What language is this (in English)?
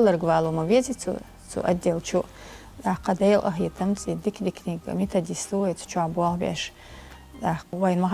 Chechen